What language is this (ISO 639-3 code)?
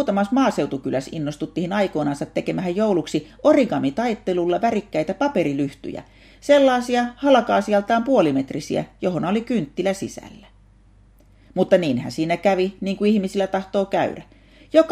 fin